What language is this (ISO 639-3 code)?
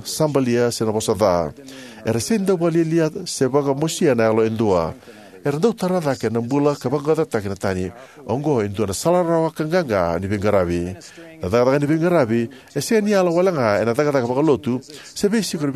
fij